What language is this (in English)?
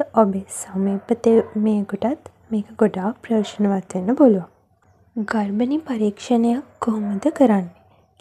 Sinhala